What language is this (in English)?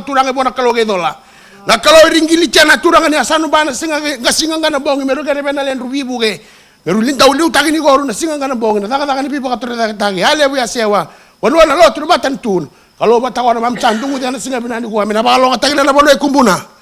Fijian